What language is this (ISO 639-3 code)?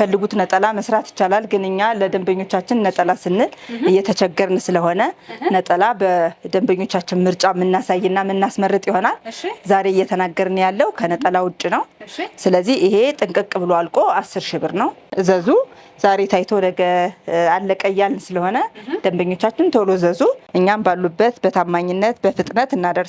amh